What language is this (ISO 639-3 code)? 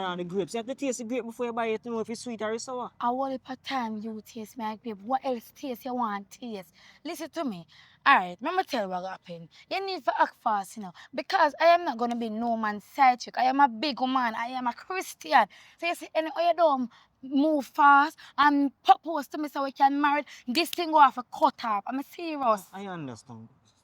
jam